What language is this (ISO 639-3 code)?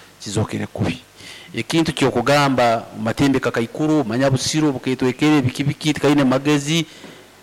nyo